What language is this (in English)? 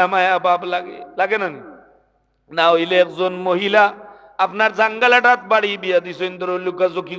Sylheti